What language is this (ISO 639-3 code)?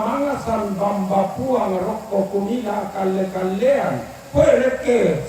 sda